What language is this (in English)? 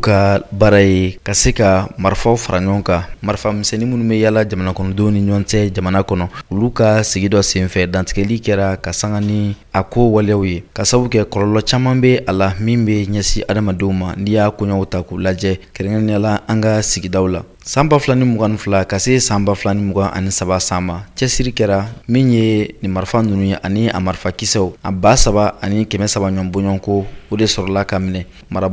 Bambara